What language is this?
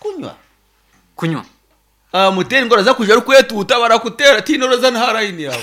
Nyankole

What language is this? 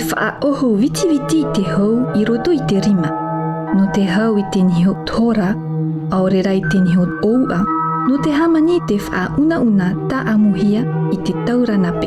Tahitian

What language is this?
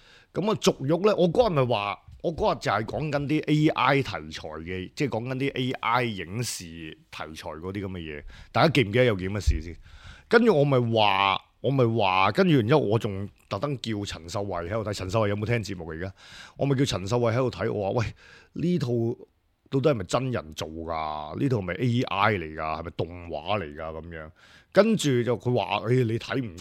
Cantonese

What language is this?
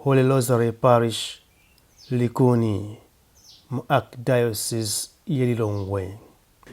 Nyanja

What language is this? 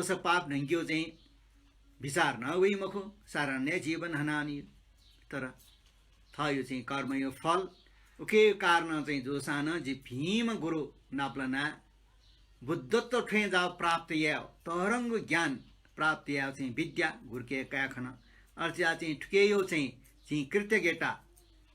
Newari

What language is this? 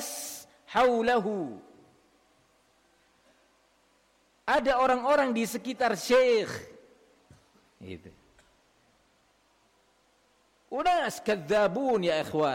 Indonesian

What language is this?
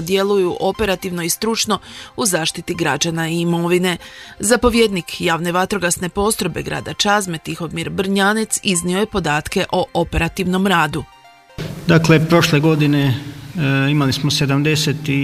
Croatian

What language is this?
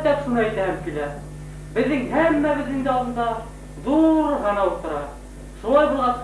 Bashkir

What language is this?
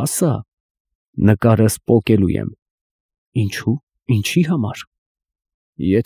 Armenian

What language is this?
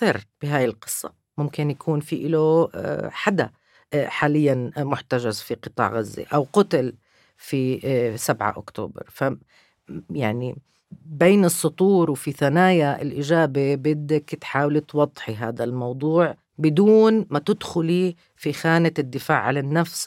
North Levantine Arabic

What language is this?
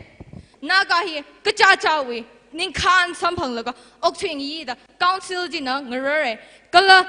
Tangkhul Naga (India)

